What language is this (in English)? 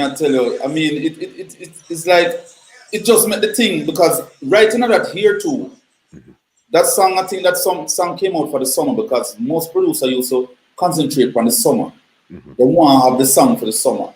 Jamaican Creole English